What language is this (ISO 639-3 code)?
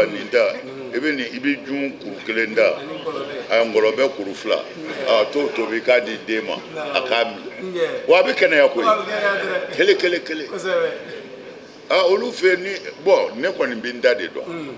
bam